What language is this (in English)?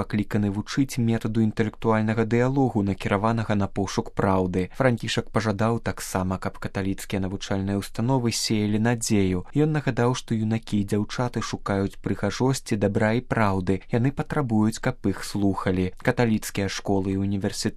Belarusian